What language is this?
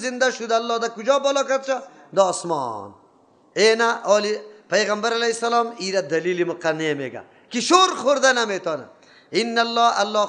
Persian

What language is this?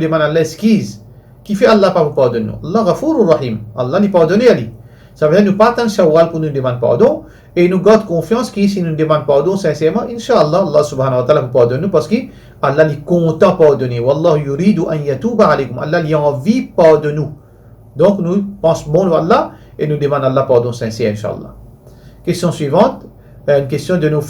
Morisyen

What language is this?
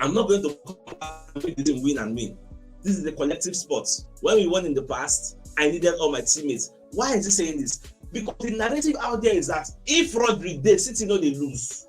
Nigerian Pidgin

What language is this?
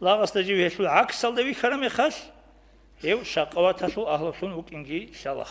Avaric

